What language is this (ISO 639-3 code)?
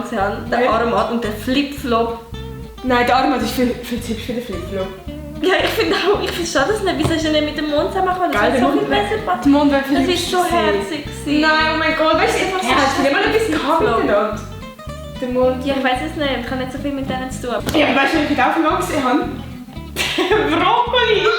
gsw